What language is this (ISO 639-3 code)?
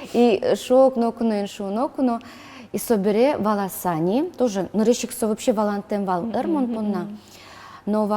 udm